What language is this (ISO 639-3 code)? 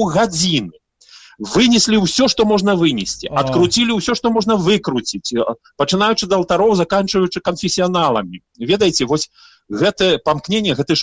bel